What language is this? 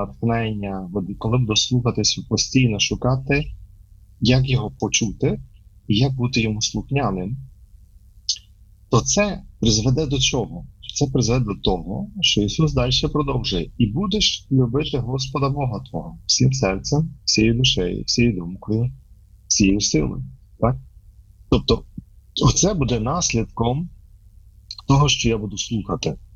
Ukrainian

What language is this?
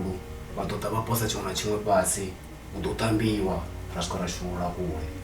Venda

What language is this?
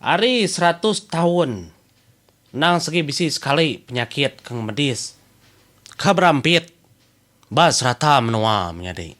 Iban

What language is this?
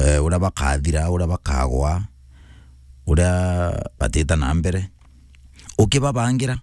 Meru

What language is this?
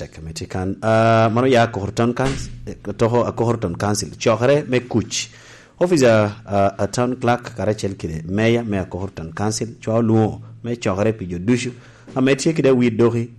Lango (Uganda)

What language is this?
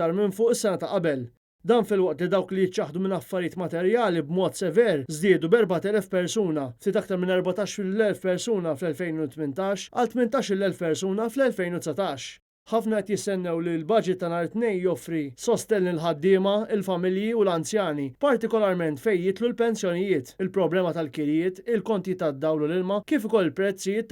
Maltese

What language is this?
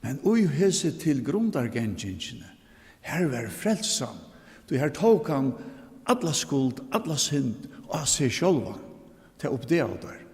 Faroese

